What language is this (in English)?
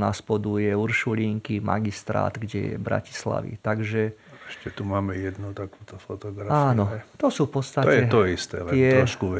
Slovak